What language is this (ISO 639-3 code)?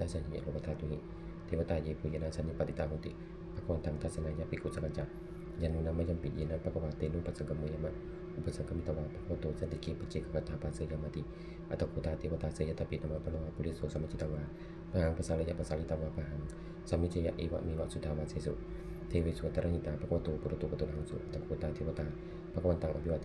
pli